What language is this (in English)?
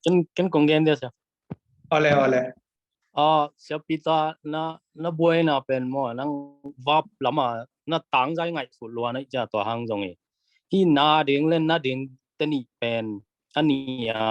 Tedim Chin